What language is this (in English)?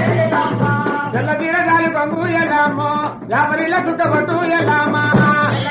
Telugu